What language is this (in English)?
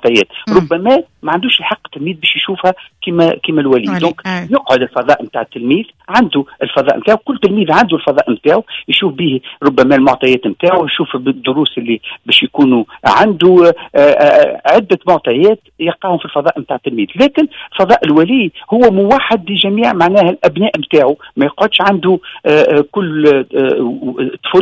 Tunisian Arabic